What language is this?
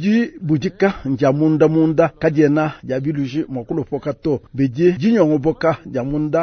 Luba-Lulua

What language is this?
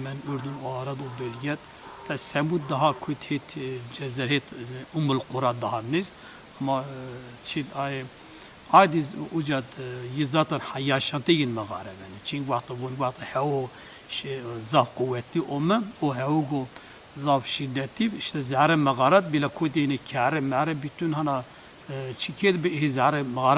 Zaza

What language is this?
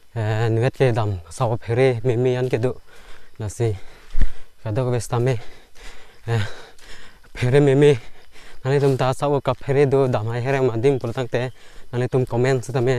Karbi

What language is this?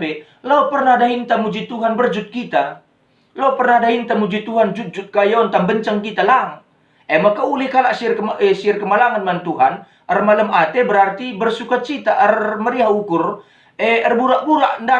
Batak Karo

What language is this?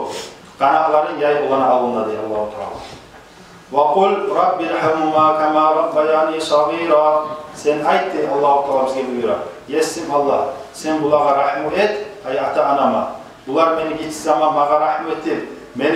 Kumyk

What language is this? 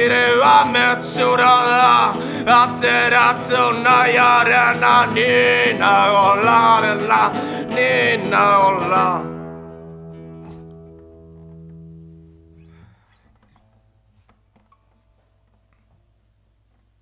Basque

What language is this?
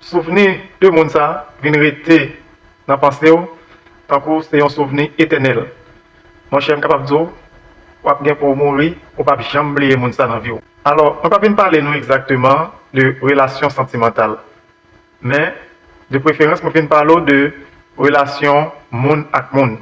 Haitian Creole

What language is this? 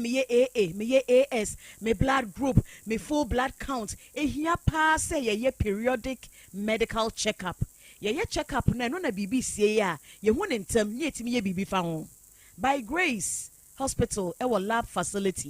Akan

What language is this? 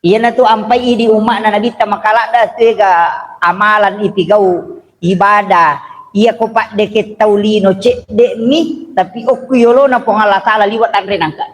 Buginese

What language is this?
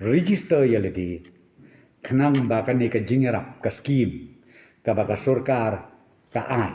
Khasi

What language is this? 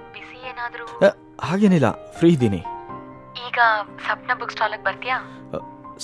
Kannada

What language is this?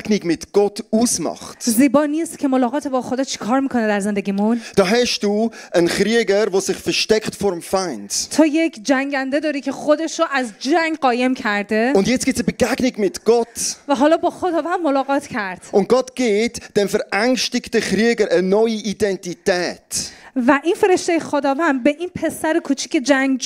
Swiss German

